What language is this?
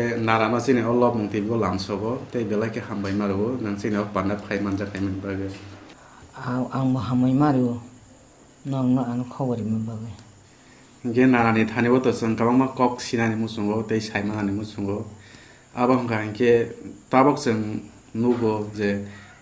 Kok Borok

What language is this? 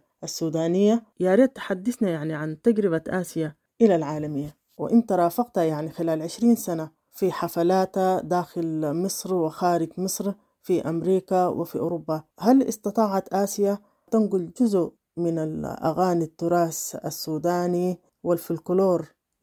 Sudanese Arabic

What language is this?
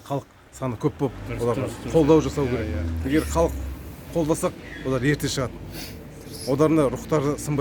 Kazakh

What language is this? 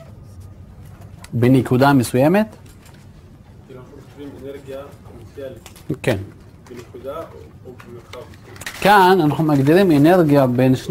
Hebrew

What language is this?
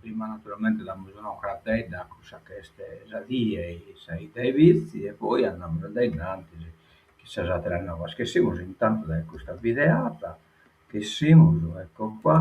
Sardinian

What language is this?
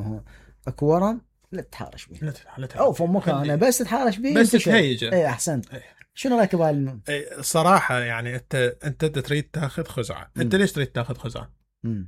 Mesopotamian Arabic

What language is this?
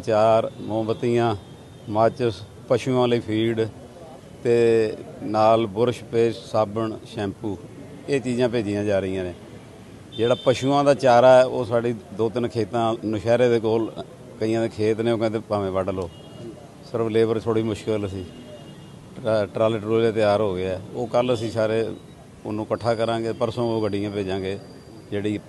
Punjabi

